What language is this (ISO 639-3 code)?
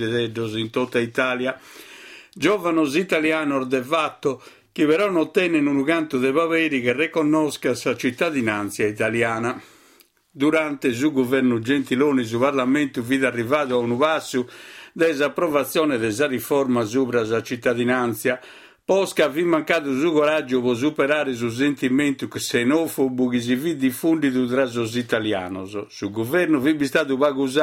srd